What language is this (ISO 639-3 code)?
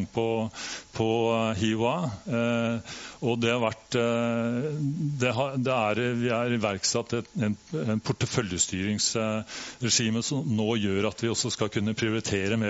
nor